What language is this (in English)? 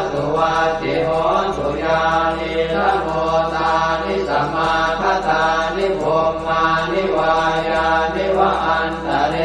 Pali